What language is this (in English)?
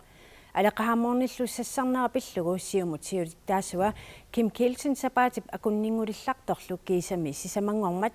Kalaallisut